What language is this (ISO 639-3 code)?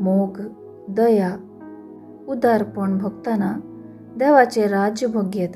kok